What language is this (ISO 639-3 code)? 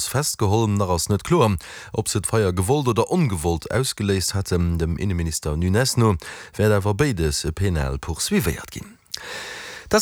ltz